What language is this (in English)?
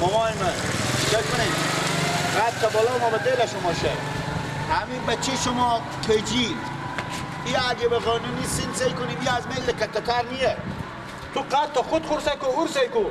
Persian